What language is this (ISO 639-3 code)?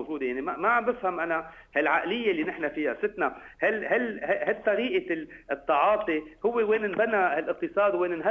apc